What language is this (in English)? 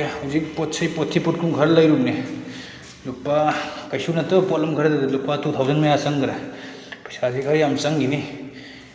Manipuri